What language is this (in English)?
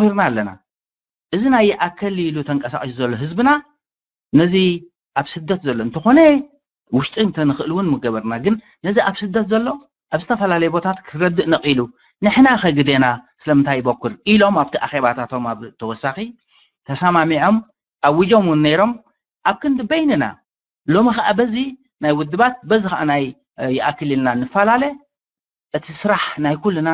Tigrinya